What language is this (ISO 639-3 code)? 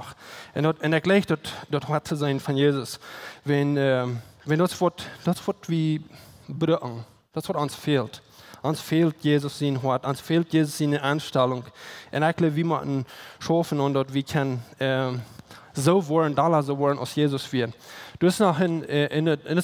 pdt